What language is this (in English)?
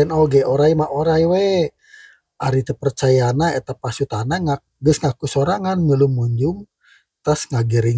Sundanese